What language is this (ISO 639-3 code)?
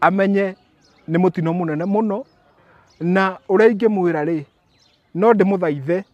kik